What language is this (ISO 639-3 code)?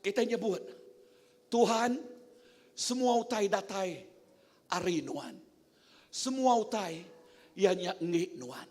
iba